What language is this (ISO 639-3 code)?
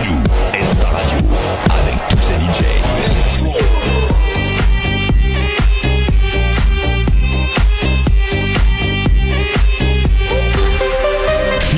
fra